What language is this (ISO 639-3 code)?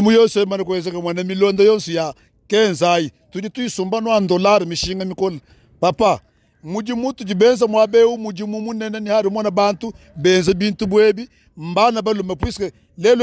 lua